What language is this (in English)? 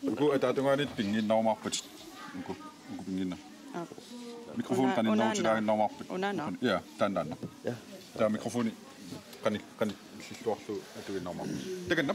Kalaallisut